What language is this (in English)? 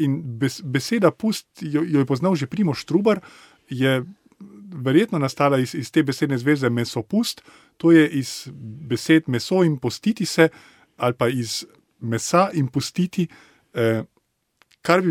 Slovenian